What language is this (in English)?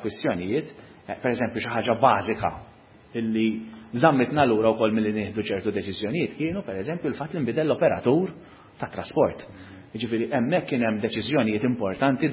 Maltese